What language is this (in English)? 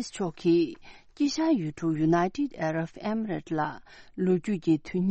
Tibetan